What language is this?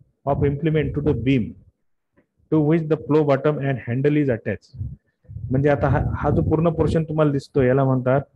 Marathi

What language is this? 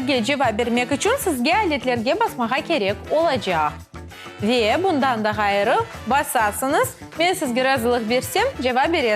Crimean Tatar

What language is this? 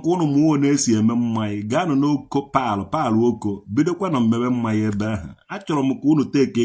Igbo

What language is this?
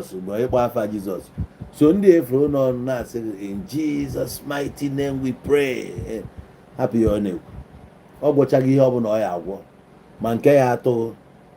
Igbo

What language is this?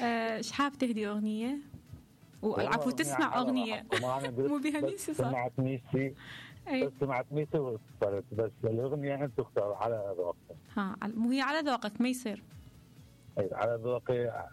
Mesopotamian Arabic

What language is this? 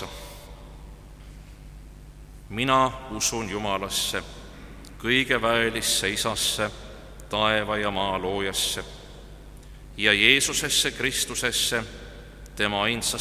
Estonian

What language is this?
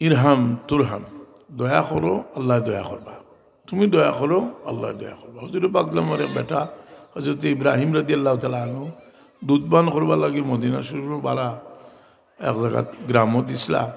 Sylheti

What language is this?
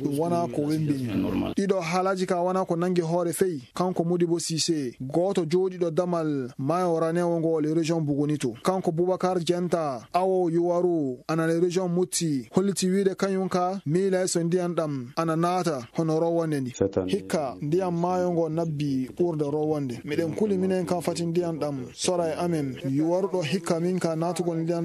Fula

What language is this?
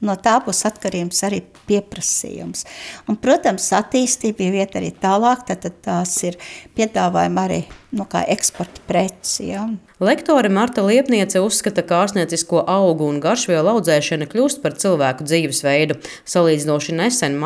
Latvian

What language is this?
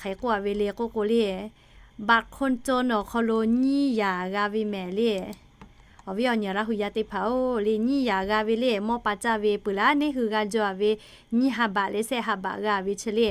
Lahu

